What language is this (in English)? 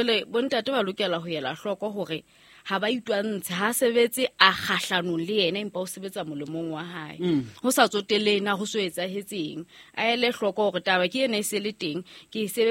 Southern Sotho